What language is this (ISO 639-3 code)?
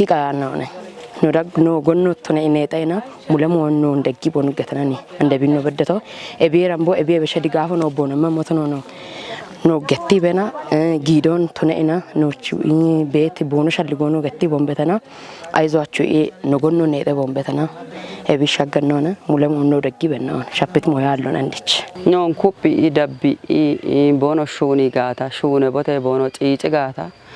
kbr